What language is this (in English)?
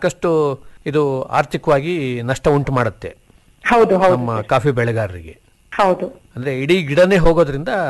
Kannada